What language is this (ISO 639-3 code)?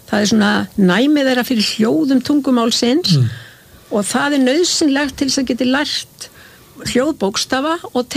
isl